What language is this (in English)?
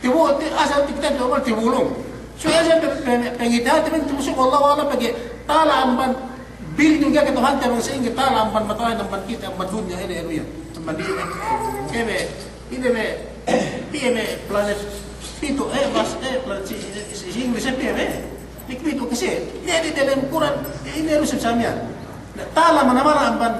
Yakan